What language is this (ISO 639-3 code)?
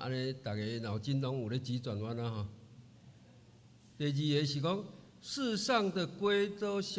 nan